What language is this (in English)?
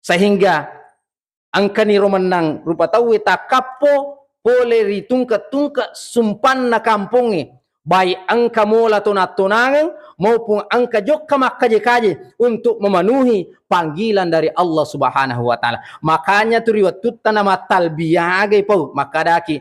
Buginese